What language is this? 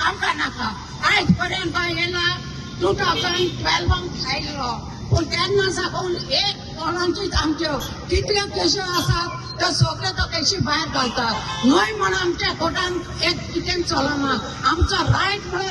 Konkani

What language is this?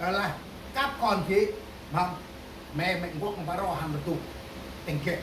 Central Mnong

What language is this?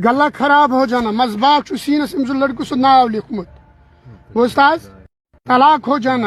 Kashmiri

